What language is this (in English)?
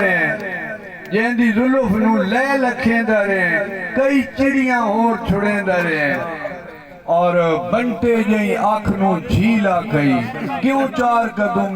Saraiki